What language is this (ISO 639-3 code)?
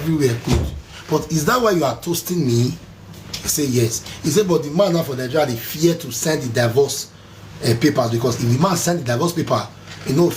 pcm